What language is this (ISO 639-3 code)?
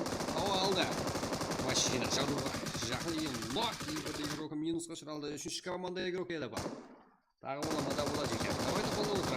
kaa